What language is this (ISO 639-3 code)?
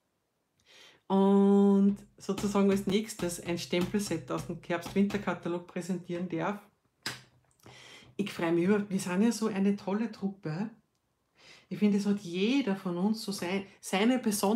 deu